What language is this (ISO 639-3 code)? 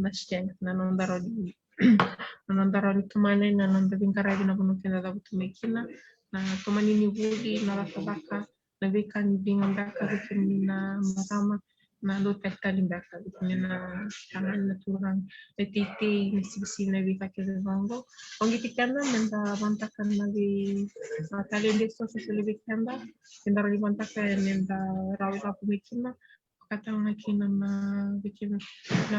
fij